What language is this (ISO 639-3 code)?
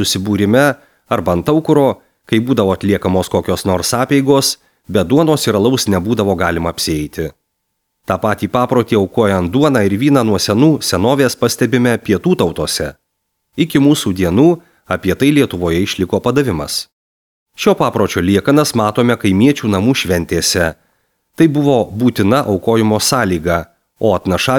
lit